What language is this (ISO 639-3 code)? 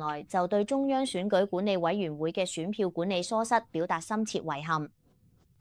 yue